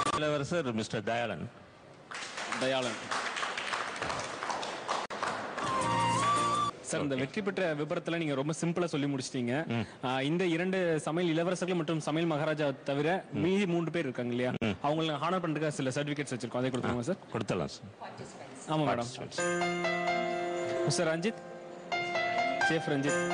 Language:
Tamil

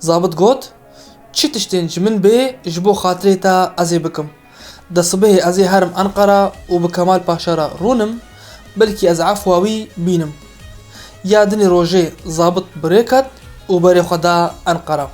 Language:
Kurdish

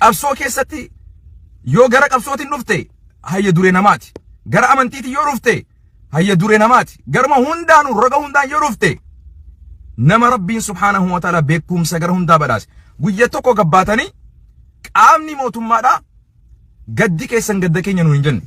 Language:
Oromo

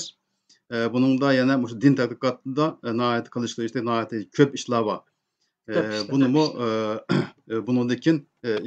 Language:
Uyghur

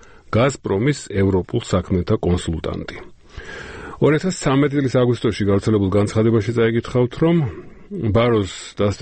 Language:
Georgian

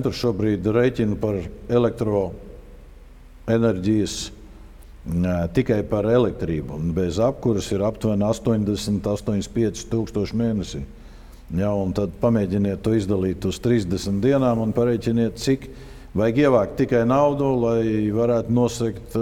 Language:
Latvian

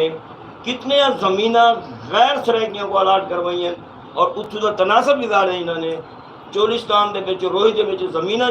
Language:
Saraiki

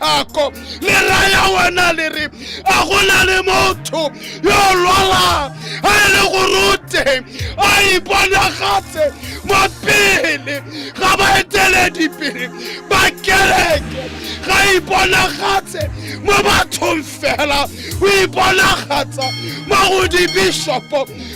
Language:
Tswana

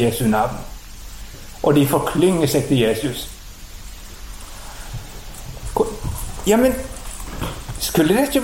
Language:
Norwegian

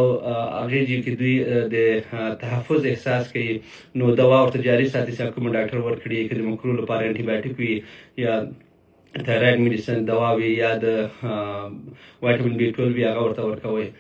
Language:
Pashto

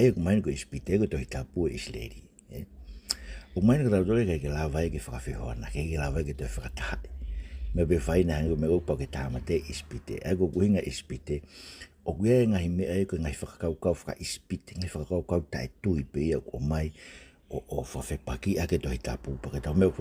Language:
Tongan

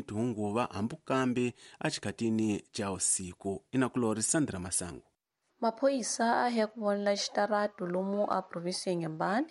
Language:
Tsonga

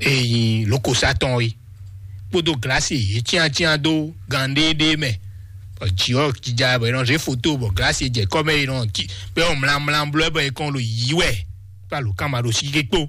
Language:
Fon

